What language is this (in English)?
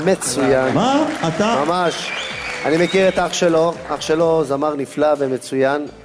Hebrew